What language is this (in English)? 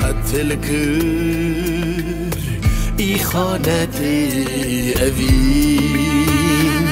Kurdish